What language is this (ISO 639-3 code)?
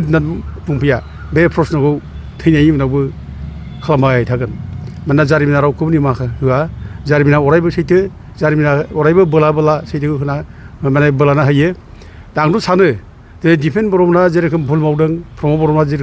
brx